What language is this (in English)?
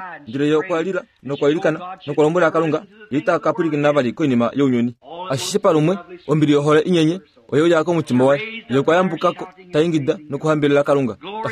Kuanyama